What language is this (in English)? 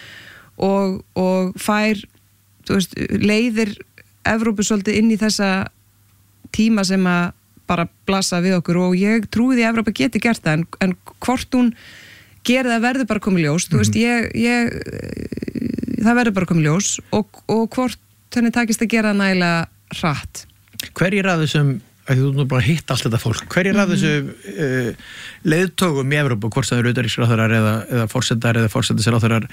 Icelandic